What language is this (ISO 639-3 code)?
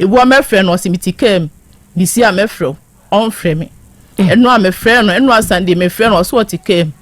aka